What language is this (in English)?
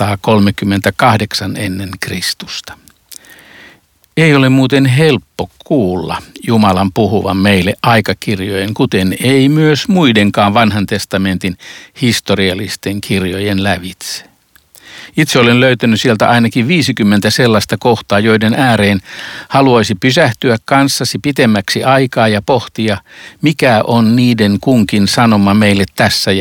Finnish